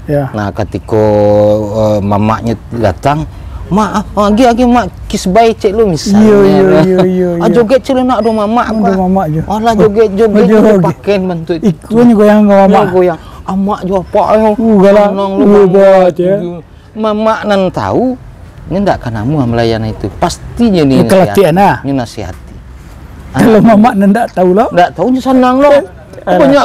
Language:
Minangkabau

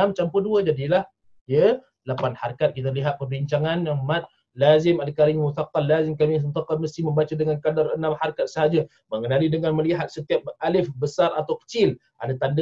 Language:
Malay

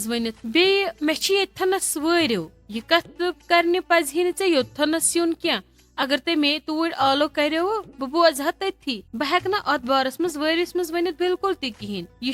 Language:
Kashmiri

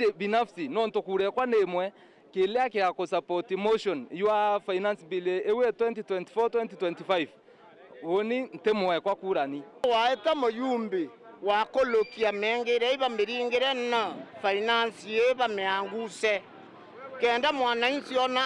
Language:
Meru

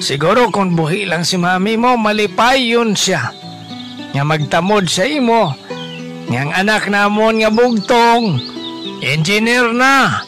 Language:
Hiligaynon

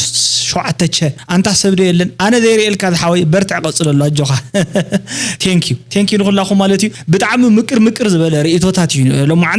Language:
Tigrinya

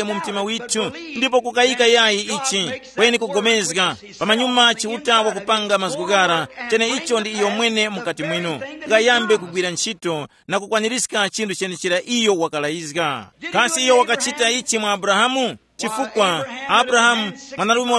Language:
Tumbuka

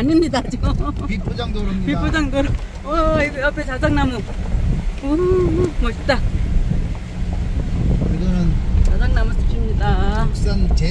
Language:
Korean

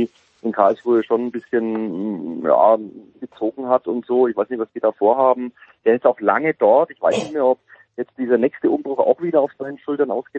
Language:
German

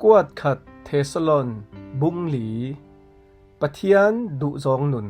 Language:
Falam Chin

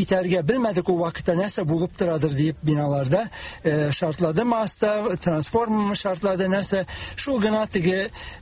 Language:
Tatar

